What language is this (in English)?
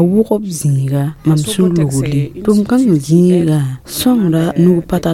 Mossi